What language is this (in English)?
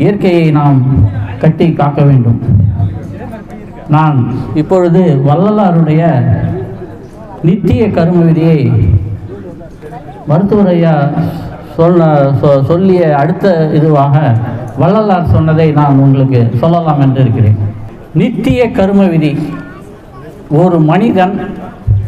Tamil